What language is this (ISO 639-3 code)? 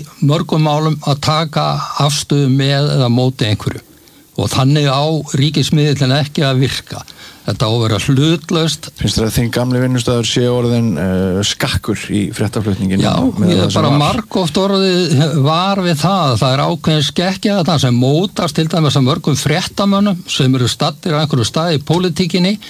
isl